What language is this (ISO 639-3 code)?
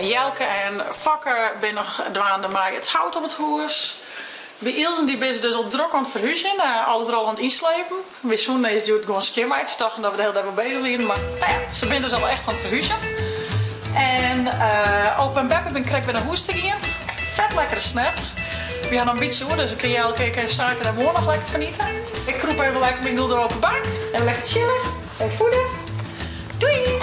fry